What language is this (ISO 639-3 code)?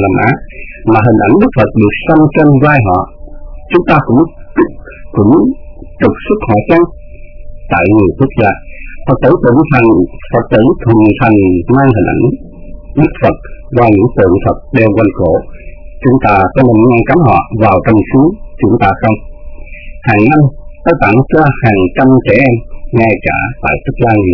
vie